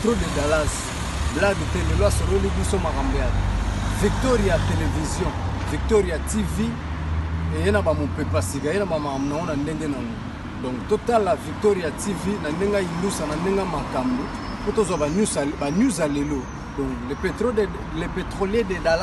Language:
Lingala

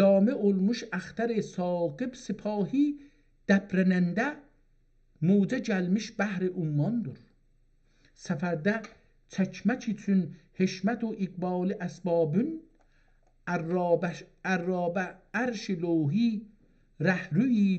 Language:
South Azerbaijani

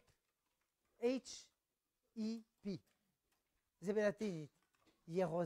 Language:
Hebrew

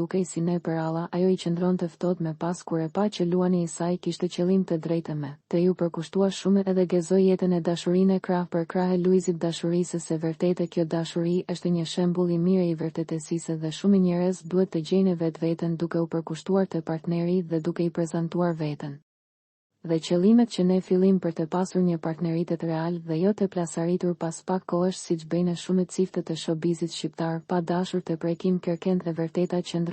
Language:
Albanian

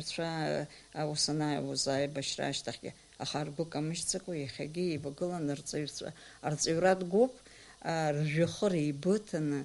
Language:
Abkhazian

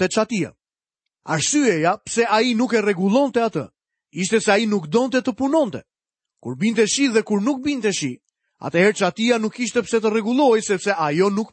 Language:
Albanian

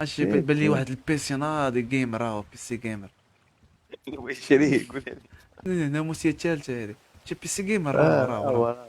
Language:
Moroccan Arabic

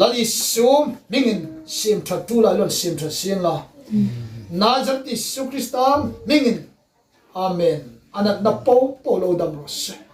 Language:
Hmar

